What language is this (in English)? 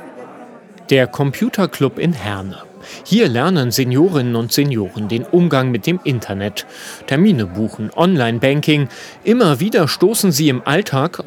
German